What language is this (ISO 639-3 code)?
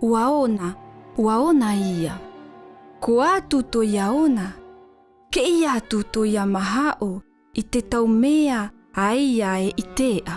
mqm